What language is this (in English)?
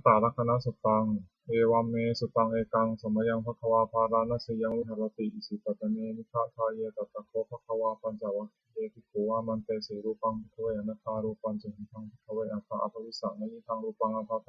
Pali